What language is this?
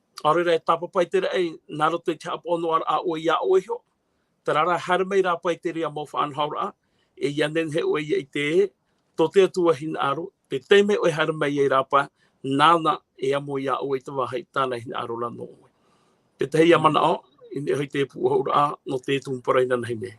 Tahitian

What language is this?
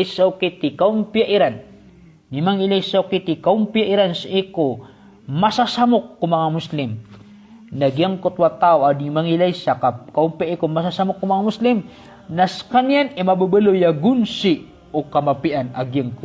Maranao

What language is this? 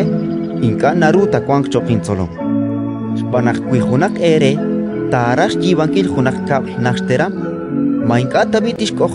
Kekchí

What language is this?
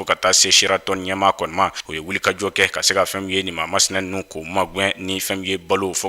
Bambara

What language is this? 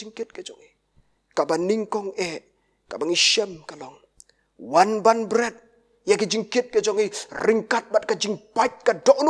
Khasi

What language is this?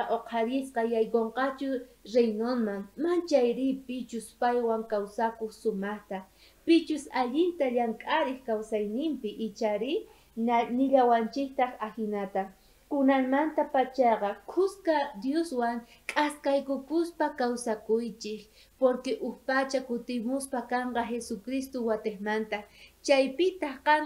South Bolivian Quechua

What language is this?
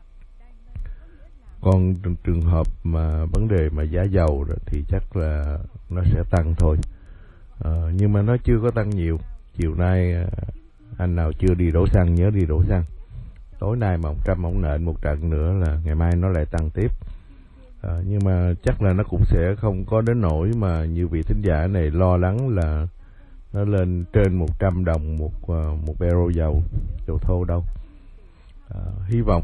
Vietnamese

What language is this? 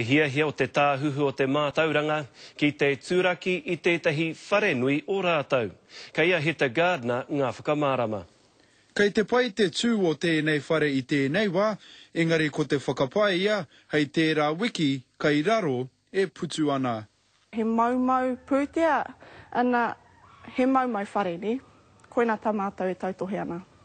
Māori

